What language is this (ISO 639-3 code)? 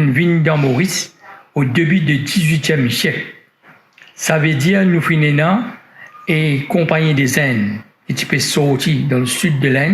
mfe